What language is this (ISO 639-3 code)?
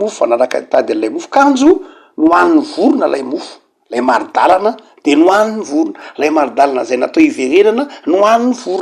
mlg